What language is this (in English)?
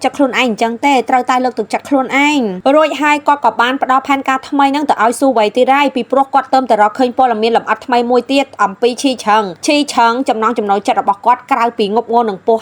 Khmer